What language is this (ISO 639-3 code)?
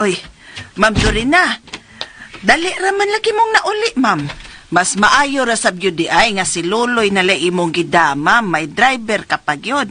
ceb